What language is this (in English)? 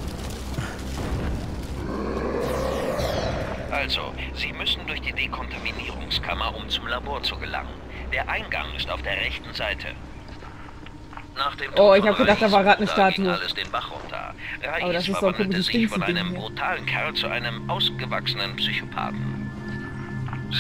German